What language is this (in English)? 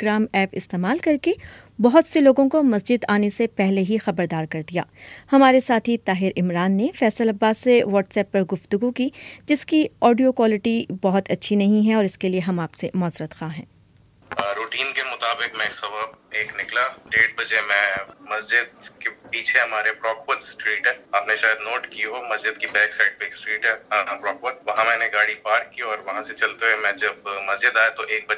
Urdu